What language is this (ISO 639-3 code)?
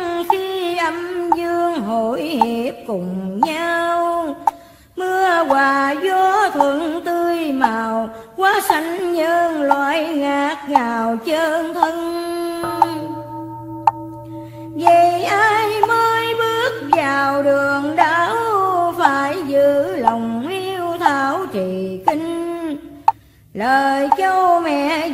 vie